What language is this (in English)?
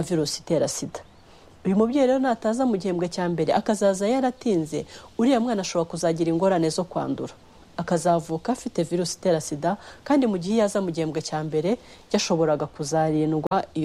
Kinyarwanda